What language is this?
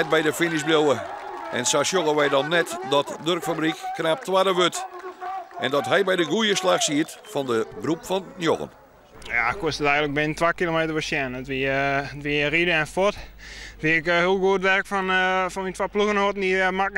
Western Frisian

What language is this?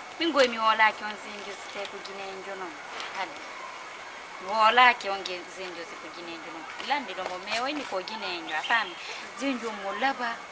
Fula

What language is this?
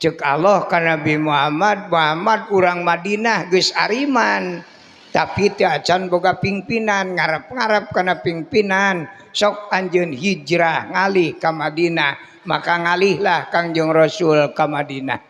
Sundanese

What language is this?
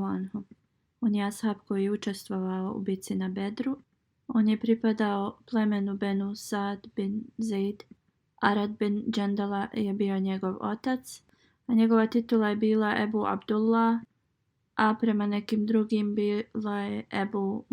Bosnian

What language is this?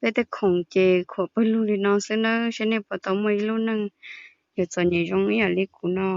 Hmong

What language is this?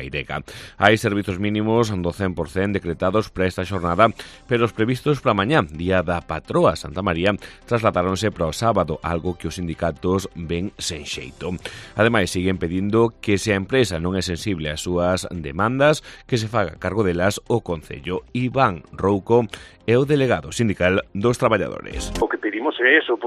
Galician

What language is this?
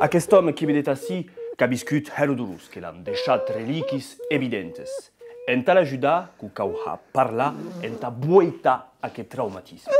Occitan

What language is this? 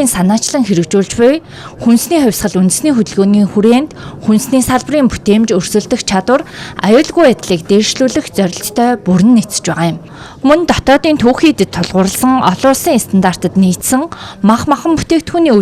Mongolian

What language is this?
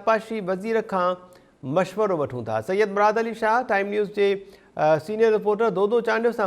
Sindhi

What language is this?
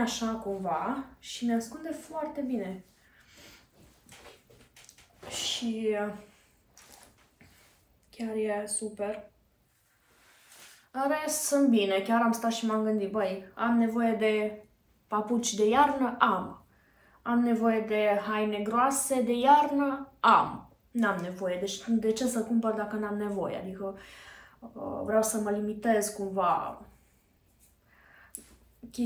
Romanian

